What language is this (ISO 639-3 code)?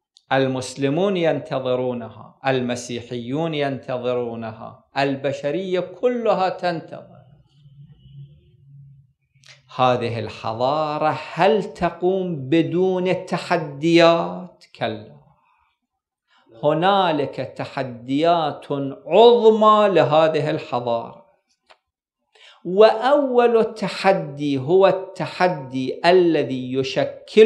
ara